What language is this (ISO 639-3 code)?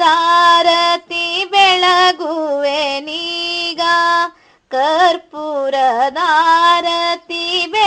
kan